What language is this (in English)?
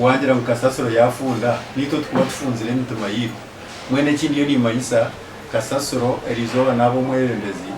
Nyankole